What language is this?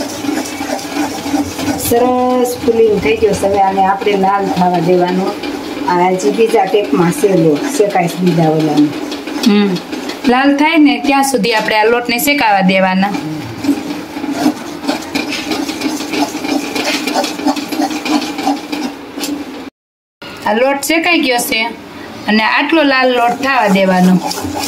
Gujarati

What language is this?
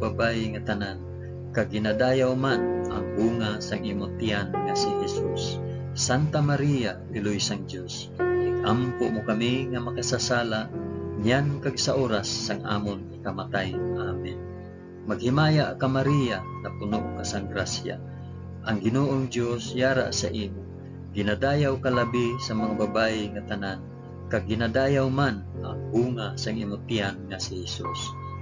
Hiligaynon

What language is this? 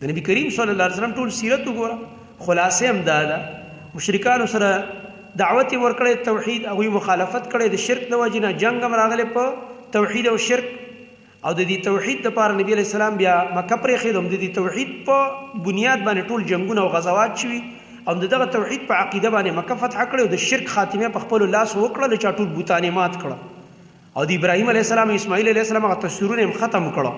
Pashto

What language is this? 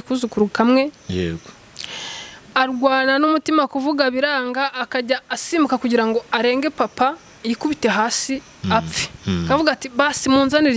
Kinyarwanda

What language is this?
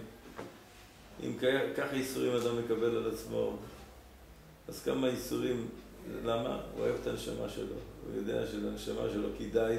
Hebrew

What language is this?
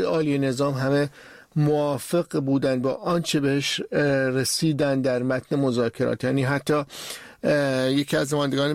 Persian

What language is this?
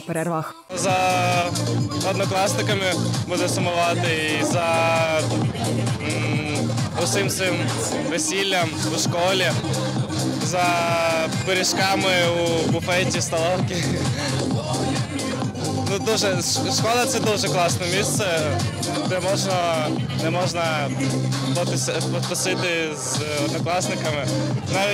Ukrainian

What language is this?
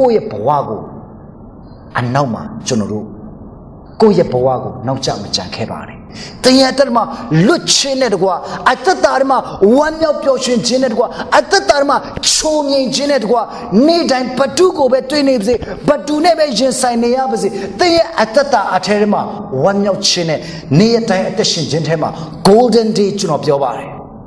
Burmese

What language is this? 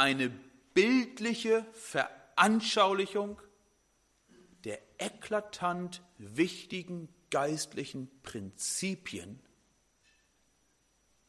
German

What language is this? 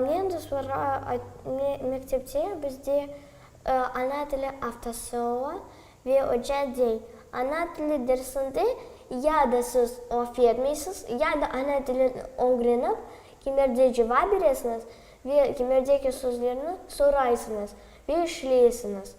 Crimean Tatar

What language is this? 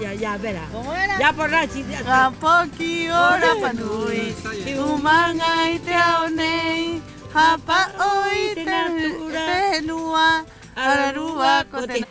Rapanui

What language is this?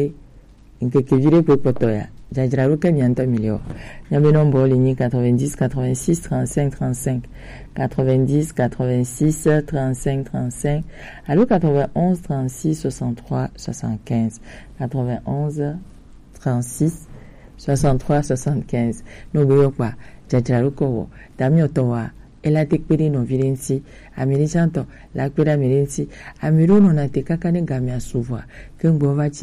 Gen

